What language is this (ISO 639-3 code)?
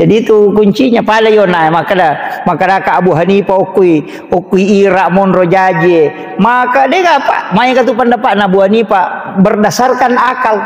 bug